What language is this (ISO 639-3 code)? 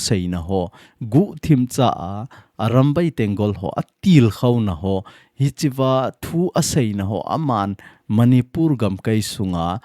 tcz